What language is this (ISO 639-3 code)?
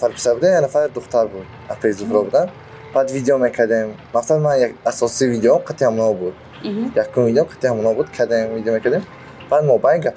tgk